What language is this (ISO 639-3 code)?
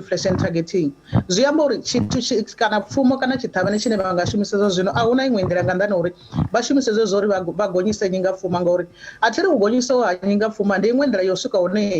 ven